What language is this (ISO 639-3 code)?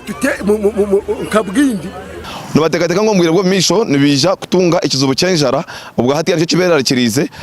nyn